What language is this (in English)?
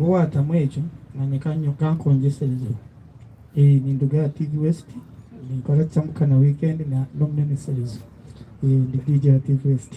Nyankole